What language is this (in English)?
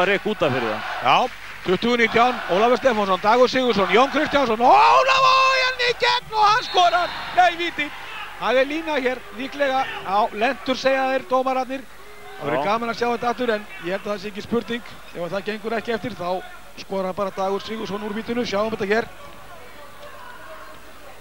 Icelandic